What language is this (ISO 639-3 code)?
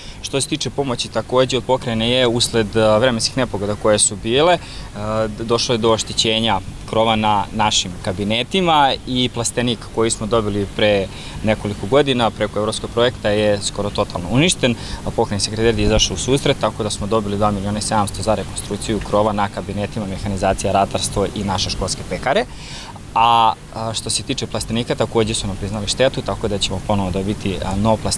srp